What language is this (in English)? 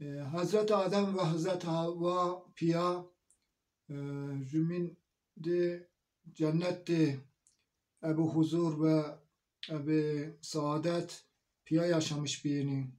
Zaza